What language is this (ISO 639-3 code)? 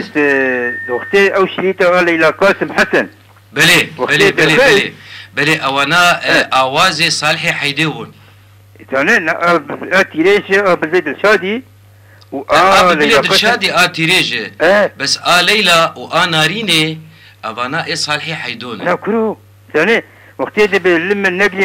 kur